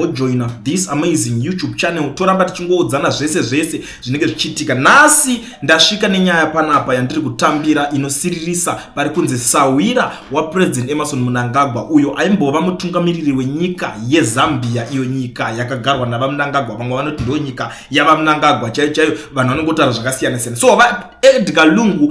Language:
Shona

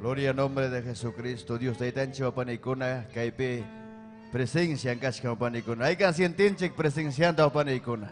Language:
Ayacucho Quechua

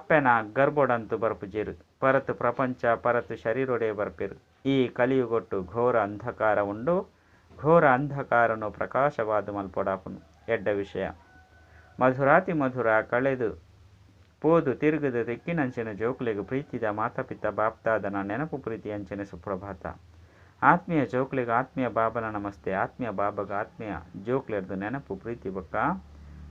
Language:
Tulu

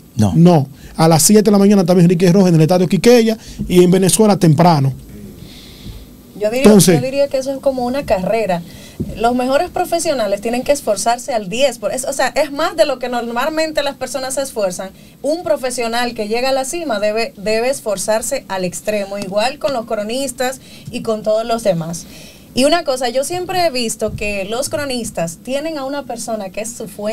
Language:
Spanish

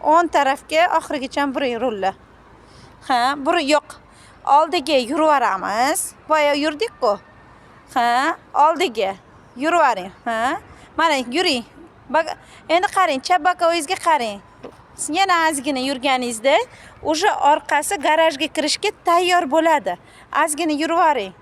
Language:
Uzbek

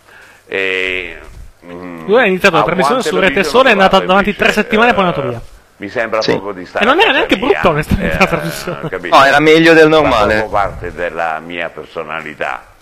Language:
Italian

